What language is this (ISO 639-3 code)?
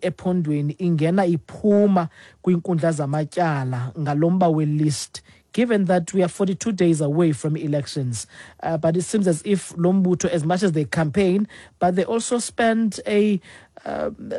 xho